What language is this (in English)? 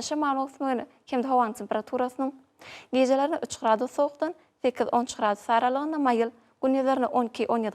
Turkmen